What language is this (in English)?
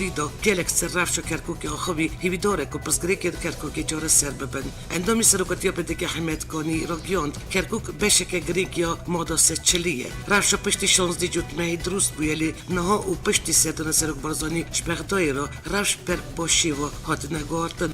Kurdish